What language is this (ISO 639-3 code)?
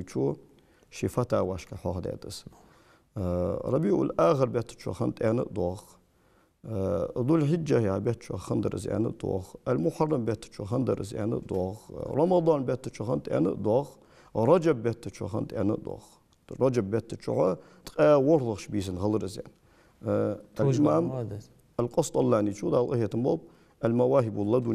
inh